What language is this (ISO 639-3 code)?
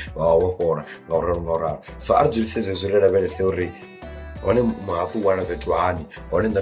ven